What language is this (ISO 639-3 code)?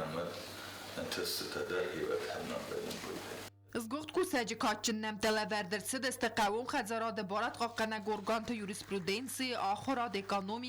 oss